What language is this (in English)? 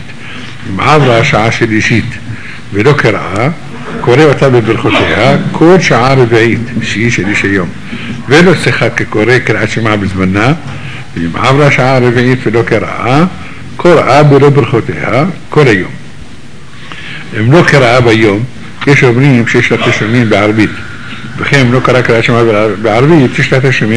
Hebrew